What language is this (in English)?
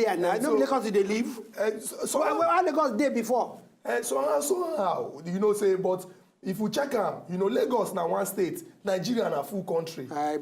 Nigerian Pidgin